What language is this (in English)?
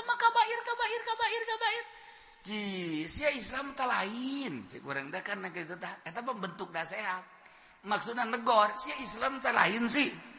Sundanese